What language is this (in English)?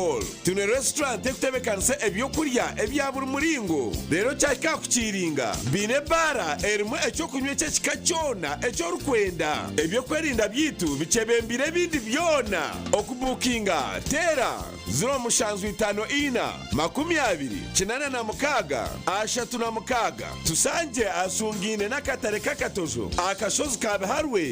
Nyankole